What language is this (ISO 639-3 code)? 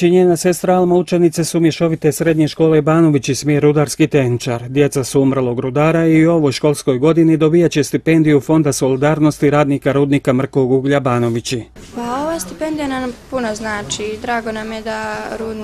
bos